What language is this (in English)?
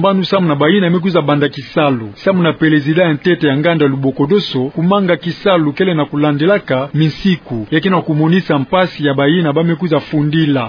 Kituba (Democratic Republic of Congo)